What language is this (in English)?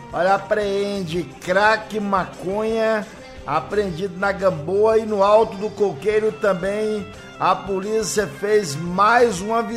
Portuguese